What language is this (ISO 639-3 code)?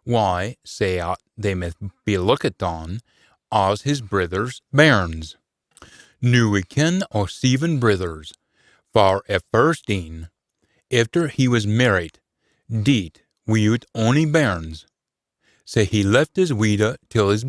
sco